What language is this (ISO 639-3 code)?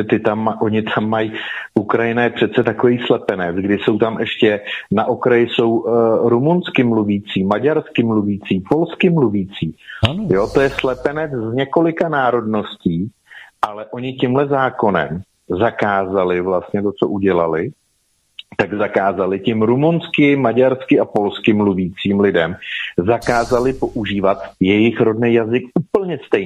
ces